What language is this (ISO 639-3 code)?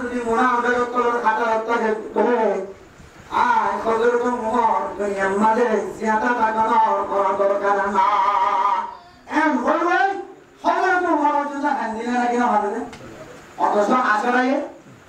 rhg